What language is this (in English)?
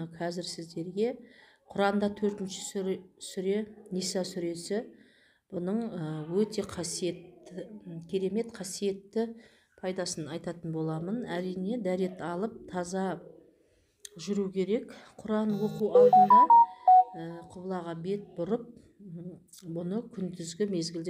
Kazakh